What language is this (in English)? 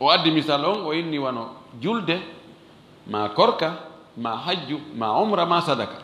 Fula